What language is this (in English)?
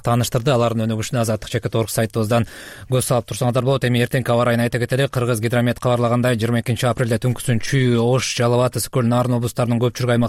Kyrgyz